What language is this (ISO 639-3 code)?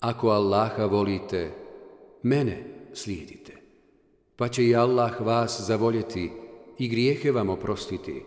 bos